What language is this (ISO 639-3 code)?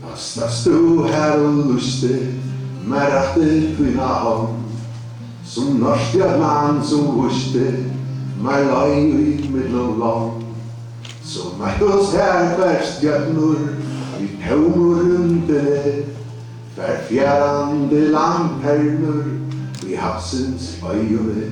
fao